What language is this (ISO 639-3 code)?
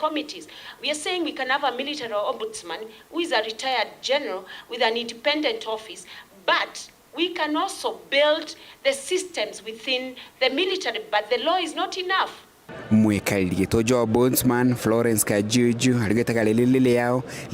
mer